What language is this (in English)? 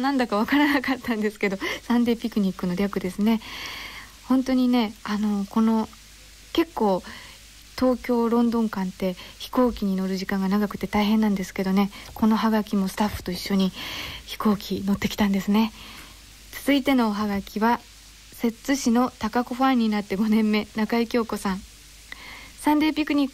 Japanese